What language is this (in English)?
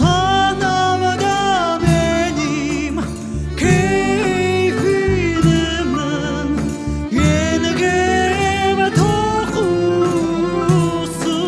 Crimean Tatar